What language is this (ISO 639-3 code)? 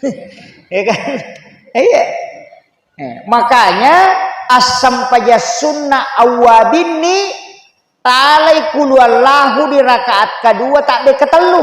bug